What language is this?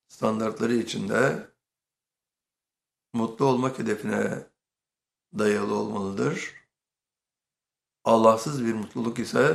Turkish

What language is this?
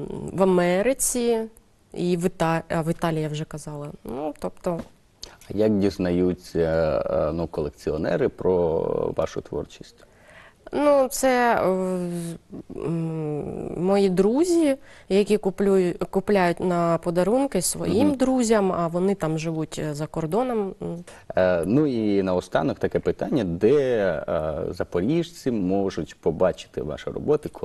Ukrainian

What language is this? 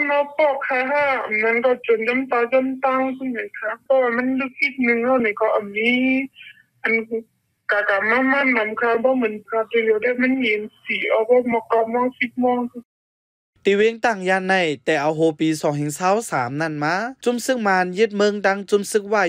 Shan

